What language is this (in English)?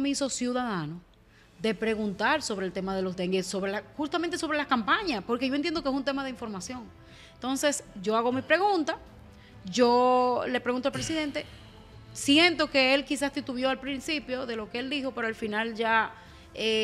Spanish